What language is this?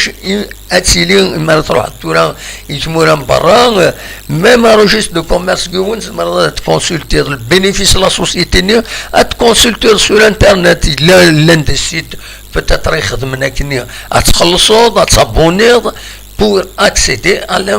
Kabyle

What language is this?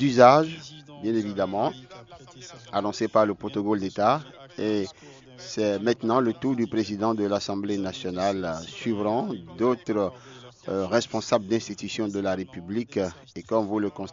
French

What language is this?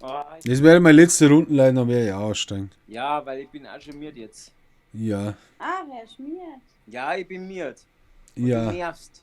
Bavarian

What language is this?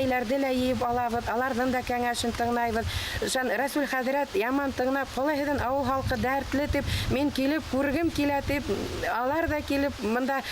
Bashkir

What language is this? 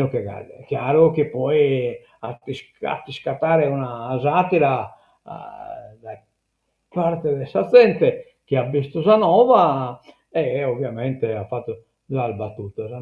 Sardinian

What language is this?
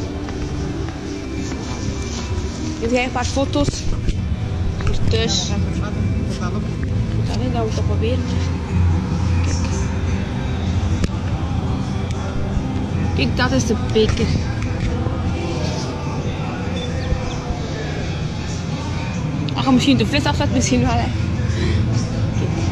Dutch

